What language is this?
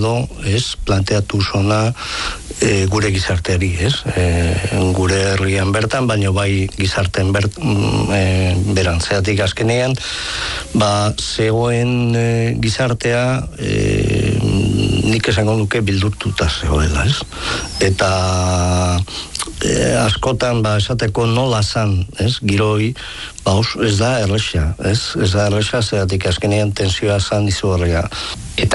Basque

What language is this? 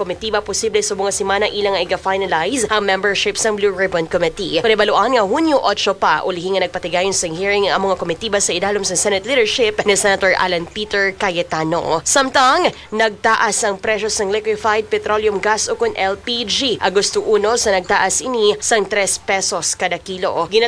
Hiligaynon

